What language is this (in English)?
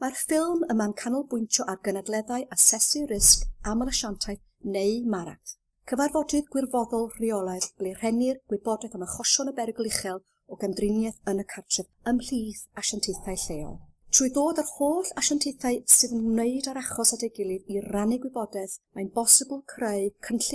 Welsh